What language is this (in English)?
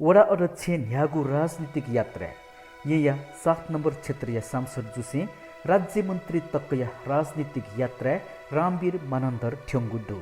Newari